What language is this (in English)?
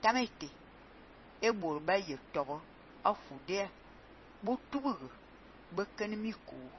Fang